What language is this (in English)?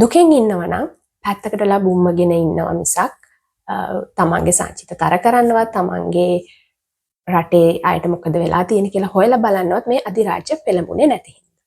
Sinhala